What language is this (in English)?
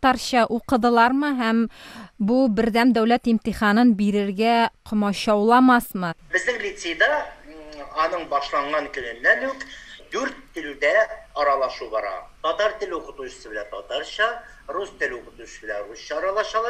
Tatar